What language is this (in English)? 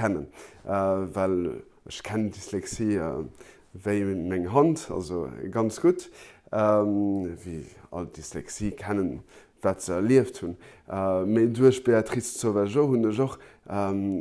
Luxembourgish